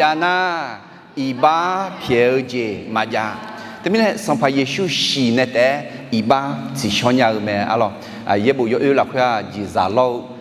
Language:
Akha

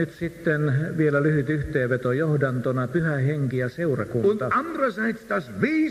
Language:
Finnish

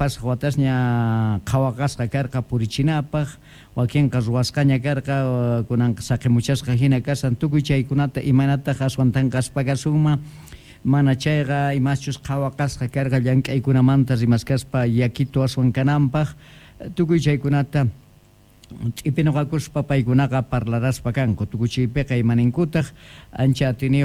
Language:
South Bolivian Quechua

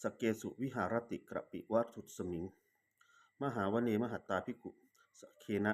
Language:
Pali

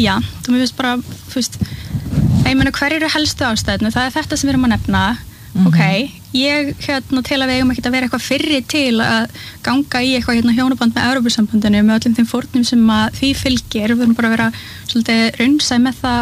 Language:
Icelandic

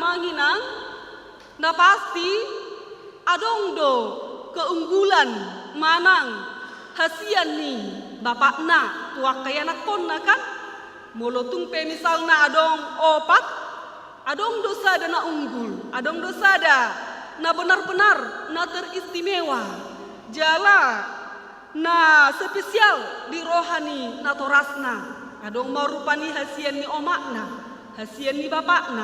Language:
Batak Toba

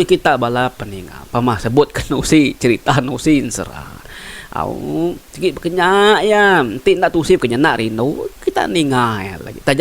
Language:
Iban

